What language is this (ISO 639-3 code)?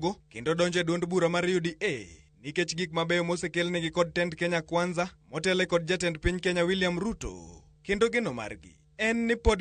luo